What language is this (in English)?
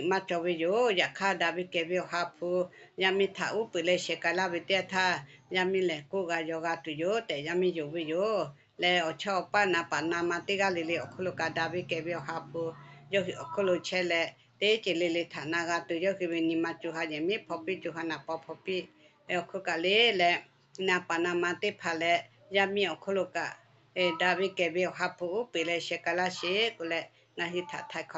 Lahu